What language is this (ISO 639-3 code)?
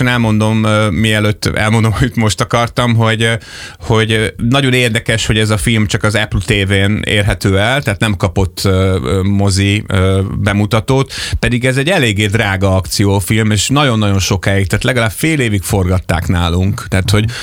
hun